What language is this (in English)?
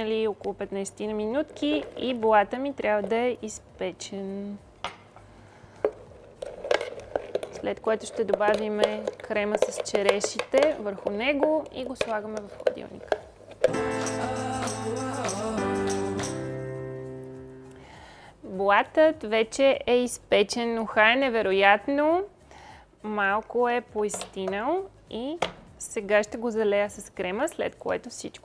Bulgarian